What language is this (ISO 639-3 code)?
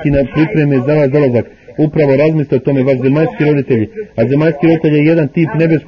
hrv